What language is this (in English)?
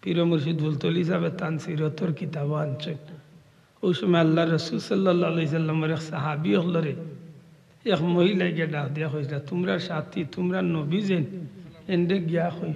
Sylheti